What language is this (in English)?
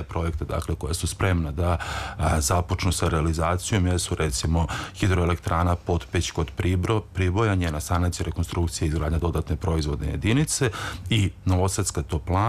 Serbian